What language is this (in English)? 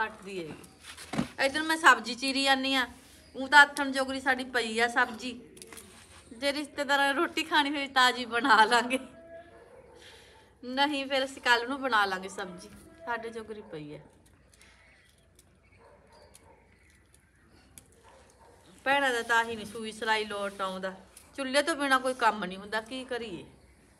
Punjabi